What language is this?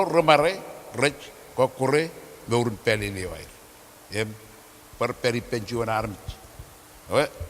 Marshallese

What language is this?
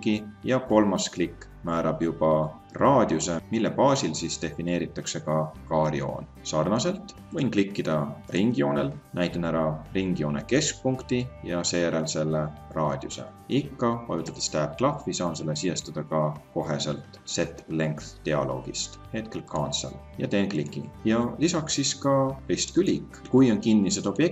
Estonian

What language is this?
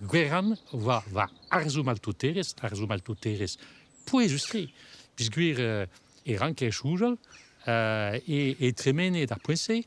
Breton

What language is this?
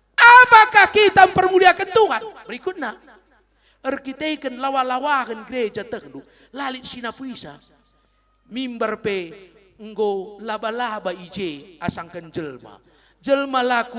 Batak Karo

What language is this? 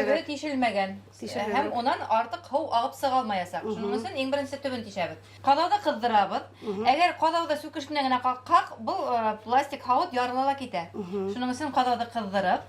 Bashkir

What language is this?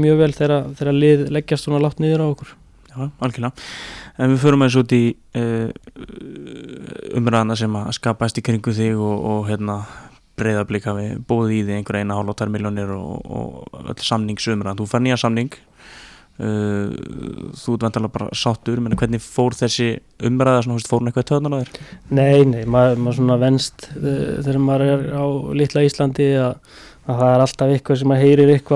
Icelandic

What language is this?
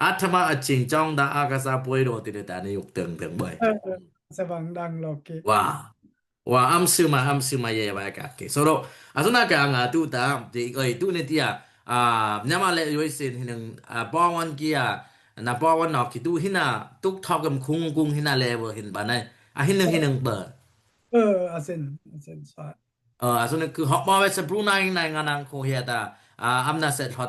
Dimasa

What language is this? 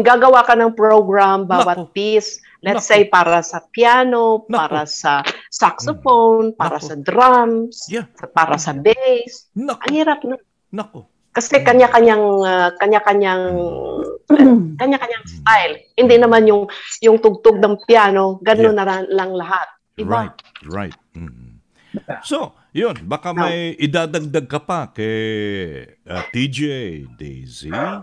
Filipino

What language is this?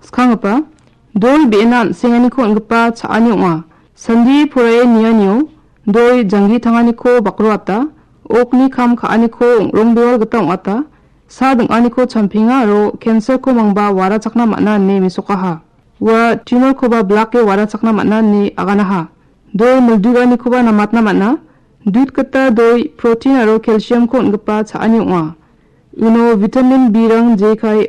Garo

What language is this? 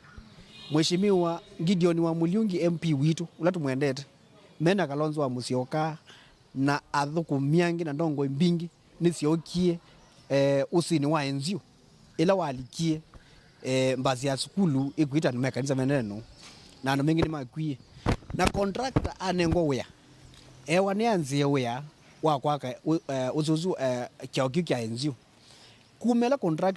Kamba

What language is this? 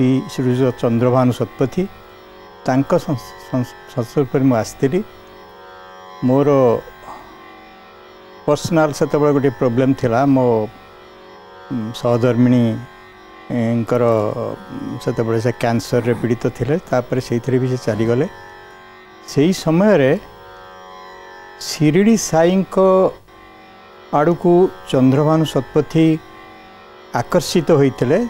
Odia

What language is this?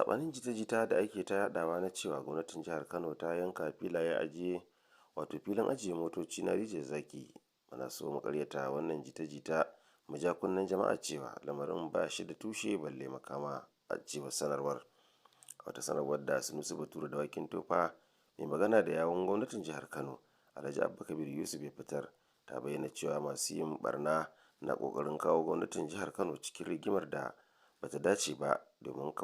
Hausa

